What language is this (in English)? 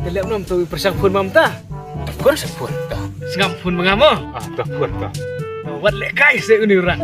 Khasi